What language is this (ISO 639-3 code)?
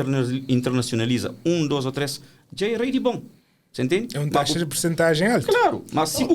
kea